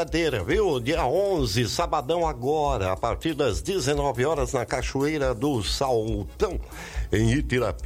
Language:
Portuguese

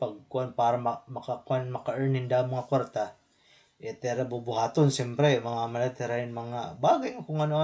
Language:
Waray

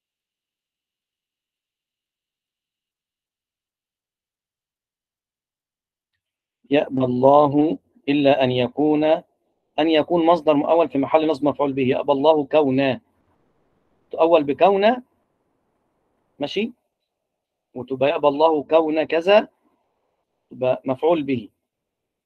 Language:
Egyptian Arabic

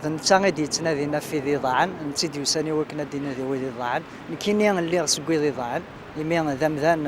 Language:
Kabyle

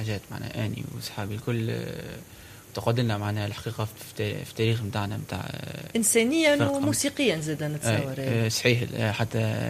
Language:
Tunisian Arabic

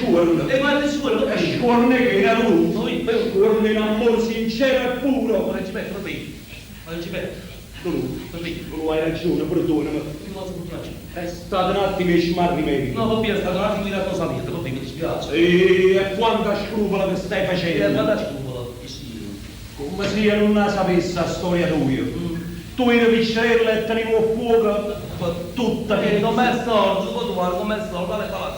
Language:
Neapolitan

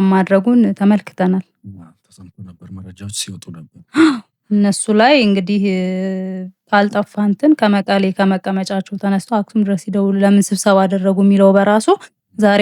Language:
Amharic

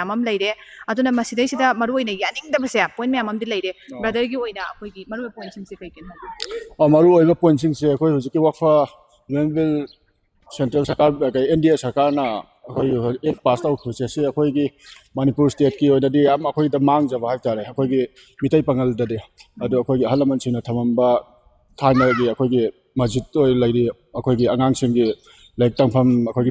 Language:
Manipuri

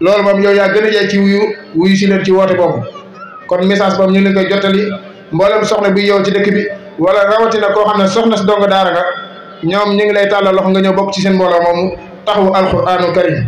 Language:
Wolof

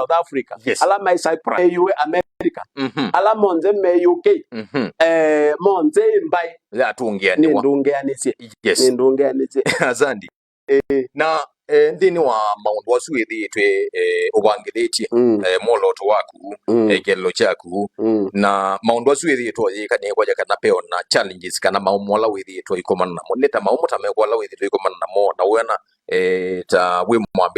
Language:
Kamba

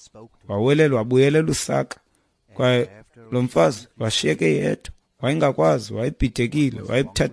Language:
Xhosa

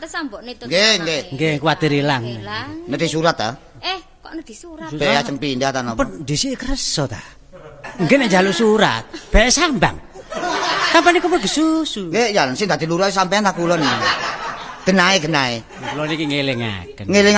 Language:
Javanese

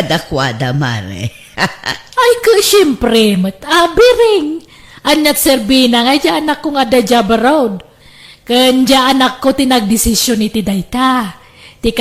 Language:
Iloko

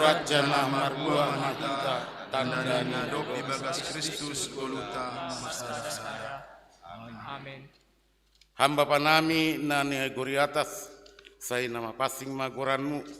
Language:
Batak Simalungun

